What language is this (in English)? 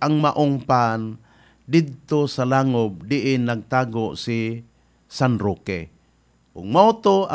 Cebuano